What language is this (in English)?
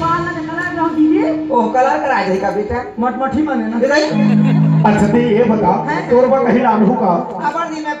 Chhattisgarhi